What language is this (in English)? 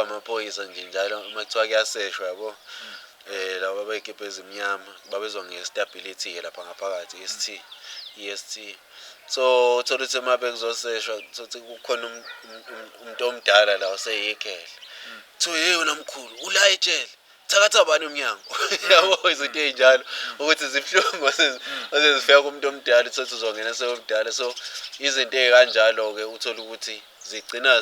Zulu